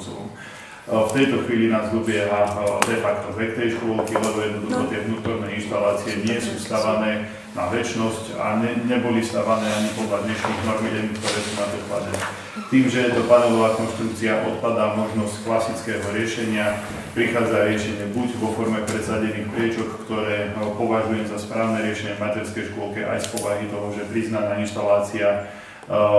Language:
Slovak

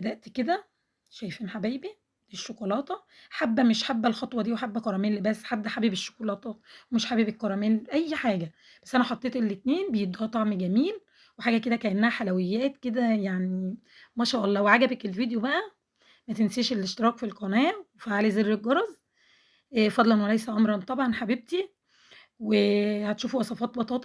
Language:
Egyptian Arabic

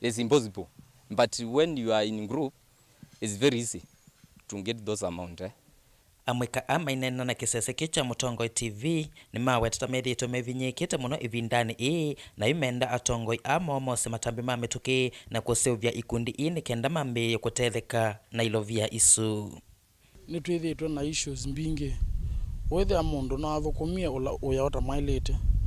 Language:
Kamba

